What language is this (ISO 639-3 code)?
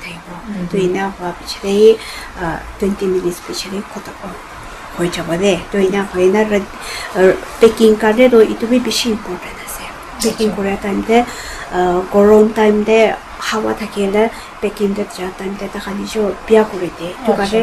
nag